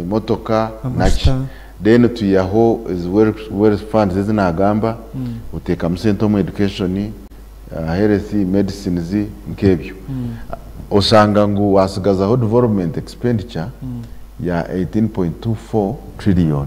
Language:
Nyankole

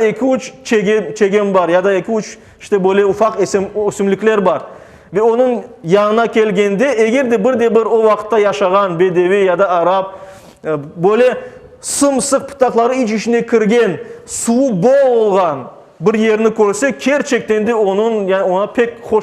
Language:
Crimean Tatar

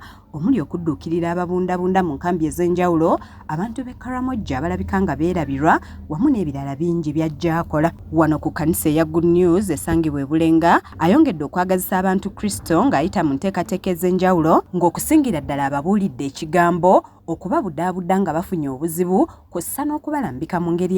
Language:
Ganda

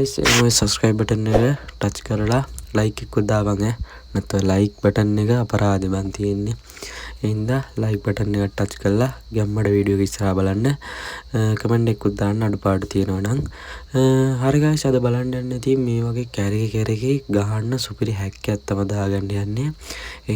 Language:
Sinhala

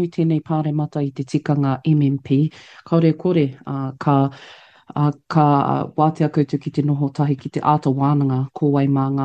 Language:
Māori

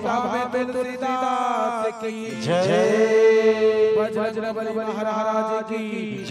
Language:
Chhattisgarhi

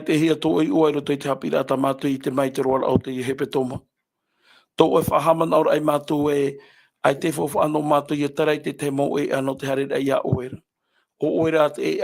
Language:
Tahitian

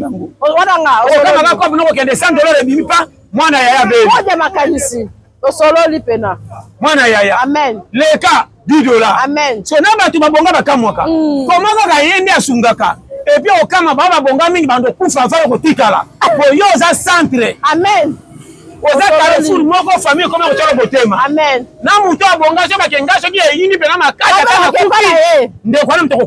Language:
Lingala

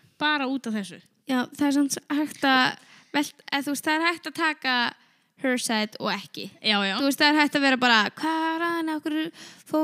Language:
Icelandic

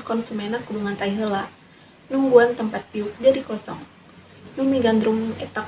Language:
Sundanese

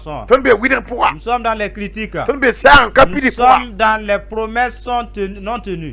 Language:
Mossi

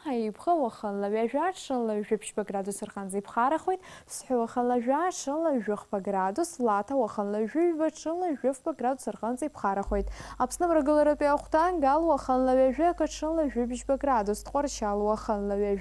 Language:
Abkhazian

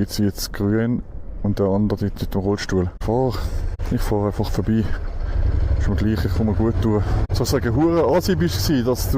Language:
Swiss German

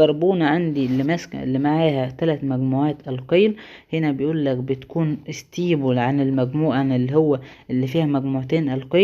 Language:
Egyptian Arabic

